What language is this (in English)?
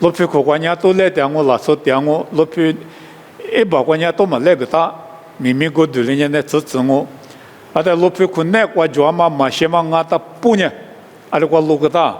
Lisu